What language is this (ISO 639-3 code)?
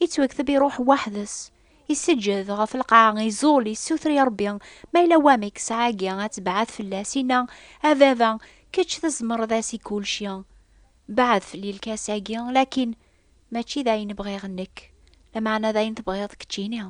kab